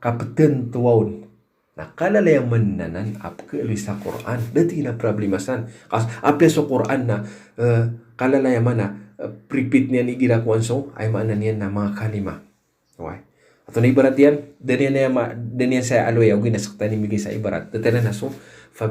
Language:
Maranao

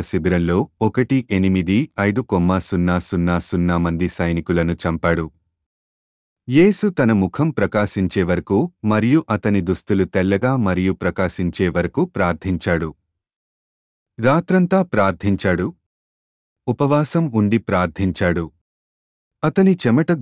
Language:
Telugu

